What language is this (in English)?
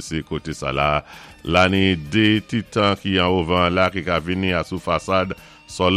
Saint Lucian Creole French